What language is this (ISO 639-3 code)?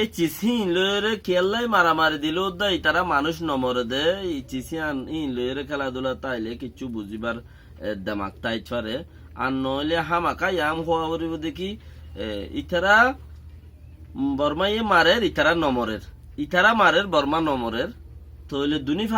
rhg